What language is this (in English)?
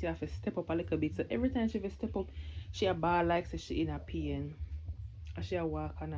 Jamaican Creole English